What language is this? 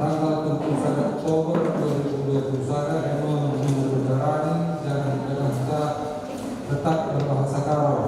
Batak Karo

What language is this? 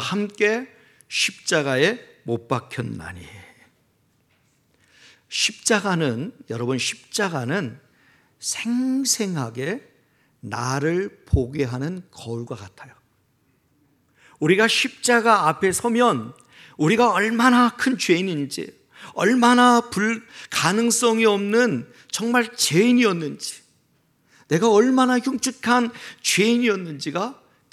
Korean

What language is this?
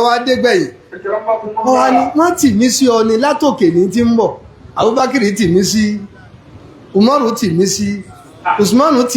Yoruba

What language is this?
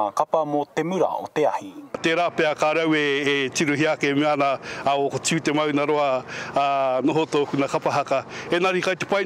Māori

